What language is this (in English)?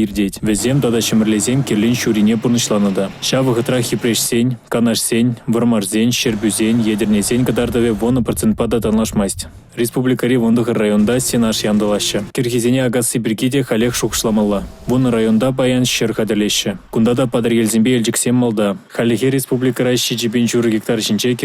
Chuvash